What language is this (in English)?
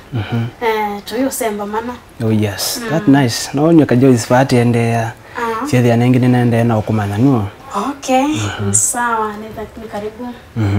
Kamba